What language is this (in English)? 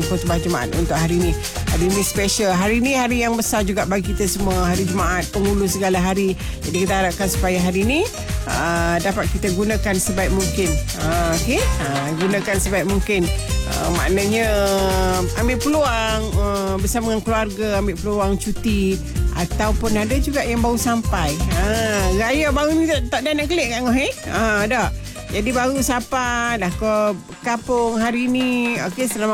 Malay